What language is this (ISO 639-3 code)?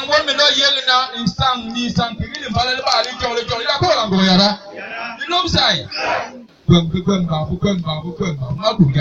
bas